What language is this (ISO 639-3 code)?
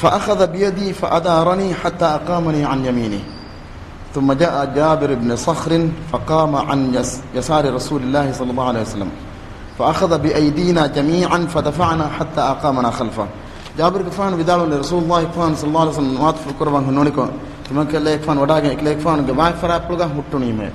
div